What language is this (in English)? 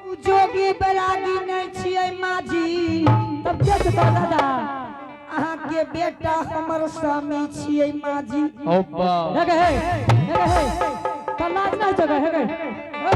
Angika